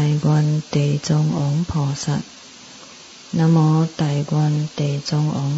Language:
Chinese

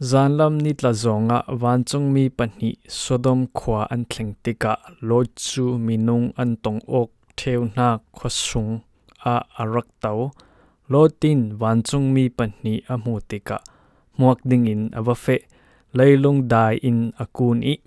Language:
Falam Chin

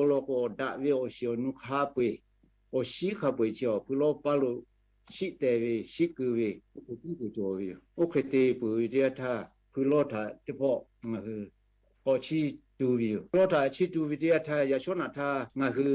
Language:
Lahu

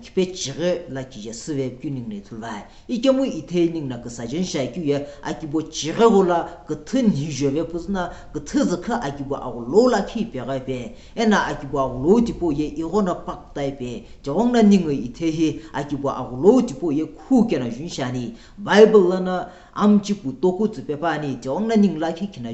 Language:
Sumi Naga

